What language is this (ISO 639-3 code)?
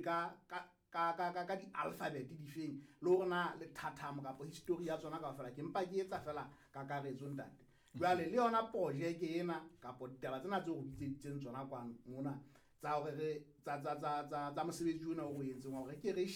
sot